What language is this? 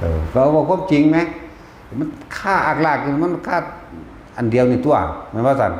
Northeastern Thai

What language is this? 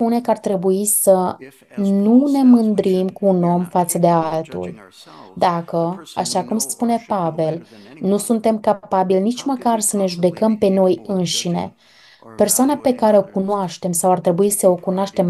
Romanian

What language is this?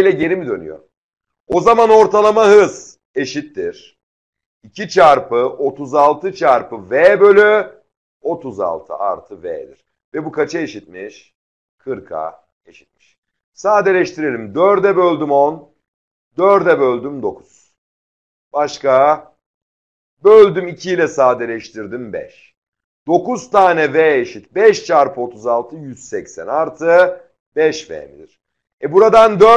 Turkish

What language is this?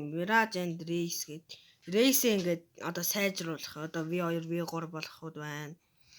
Mongolian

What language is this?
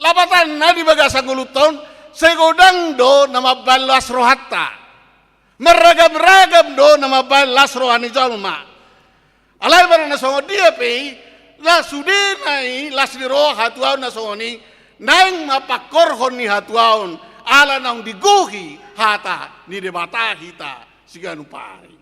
Batak Toba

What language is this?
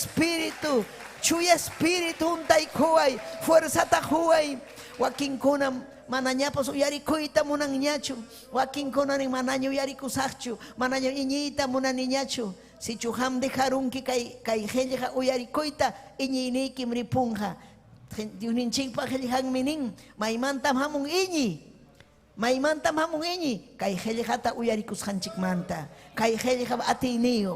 Ayacucho Quechua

